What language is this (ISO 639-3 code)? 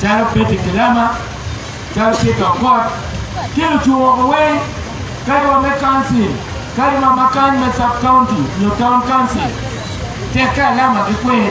ach